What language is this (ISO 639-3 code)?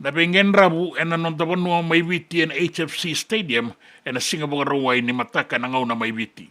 fij